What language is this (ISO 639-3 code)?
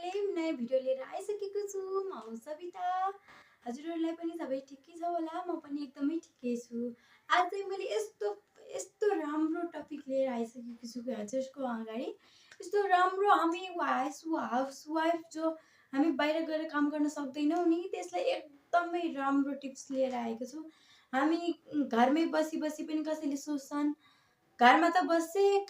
nep